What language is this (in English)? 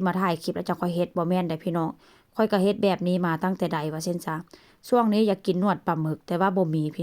Northeastern Thai